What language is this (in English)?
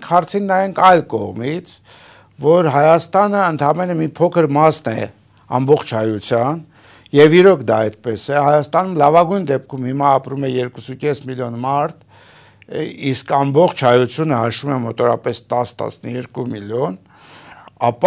Armenian